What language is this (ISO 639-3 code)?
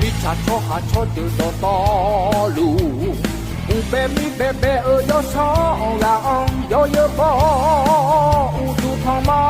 ahk